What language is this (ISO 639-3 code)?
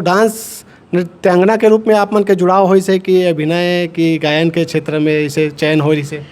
hne